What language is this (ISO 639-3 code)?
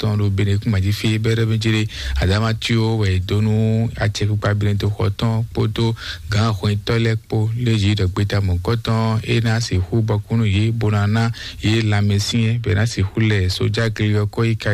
fon